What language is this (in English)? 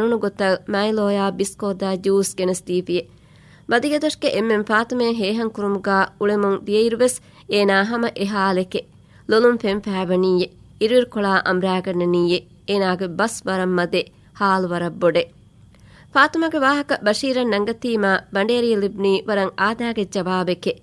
Divehi